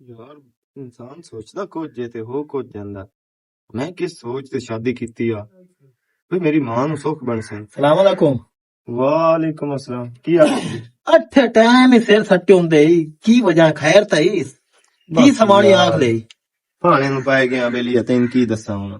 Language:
Western Panjabi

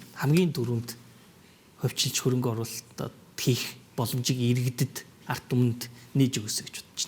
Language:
Mongolian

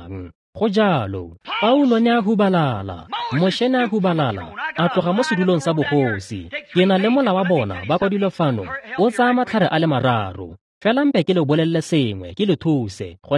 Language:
Tswana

